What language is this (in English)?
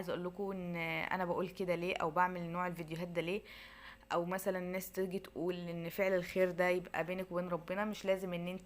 Egyptian Arabic